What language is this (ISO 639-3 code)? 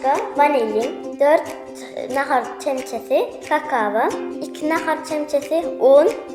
tuk